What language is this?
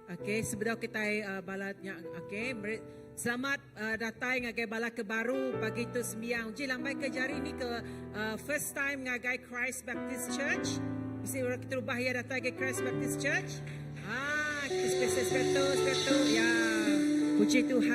Iban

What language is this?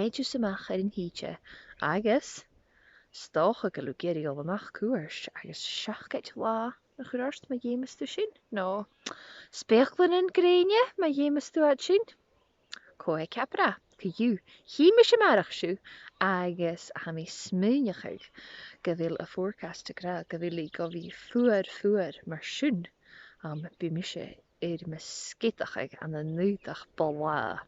Scottish Gaelic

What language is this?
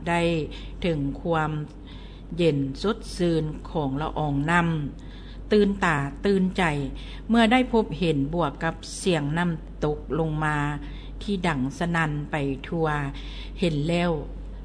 Lao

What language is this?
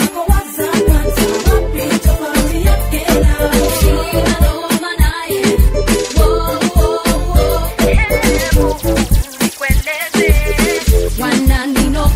Swahili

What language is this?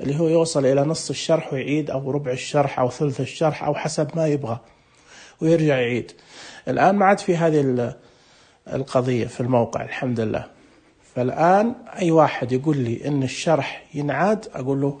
Najdi Arabic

